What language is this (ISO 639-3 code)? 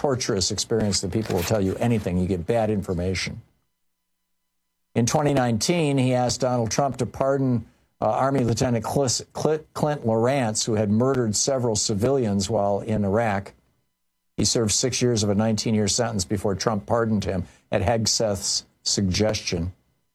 eng